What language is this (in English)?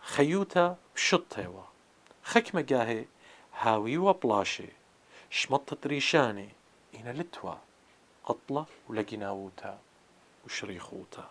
Assyrian Neo-Aramaic